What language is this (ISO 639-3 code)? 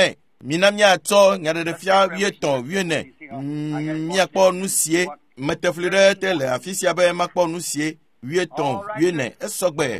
ewe